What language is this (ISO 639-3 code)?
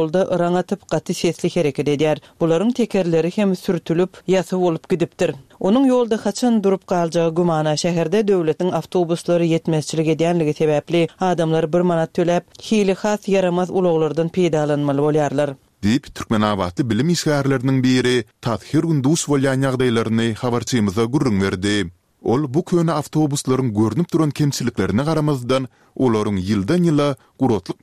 tuk